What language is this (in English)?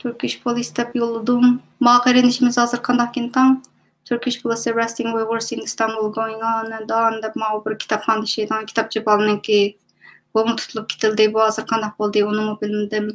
Uyghur